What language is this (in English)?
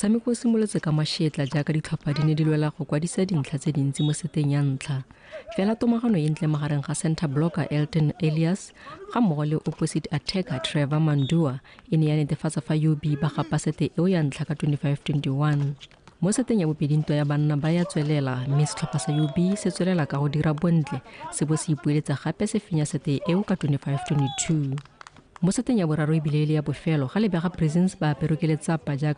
Tswana